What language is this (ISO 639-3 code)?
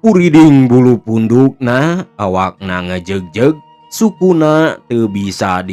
sun